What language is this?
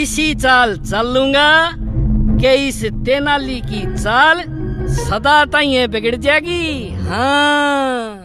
Haryanvi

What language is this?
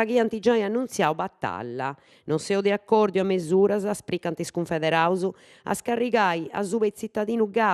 Sardinian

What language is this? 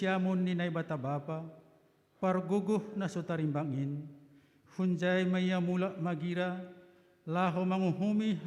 Batak Simalungun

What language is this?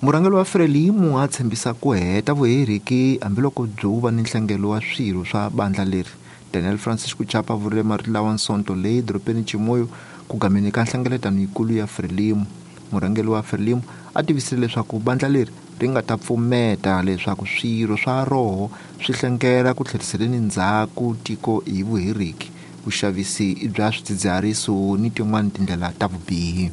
Tsonga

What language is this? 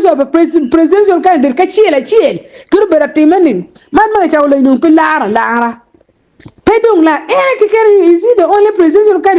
Acoli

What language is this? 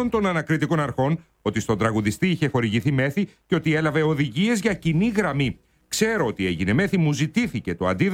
Greek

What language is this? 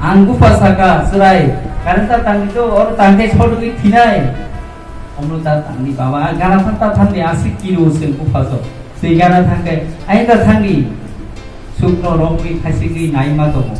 Kok Borok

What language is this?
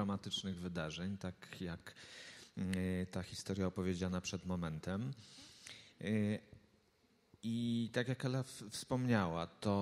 Polish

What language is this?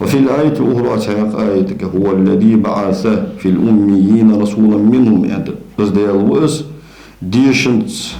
Ingush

